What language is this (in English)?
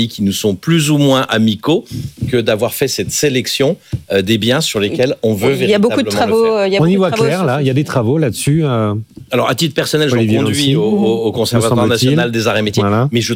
French